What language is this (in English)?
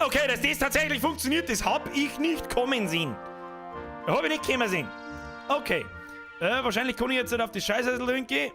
Bavarian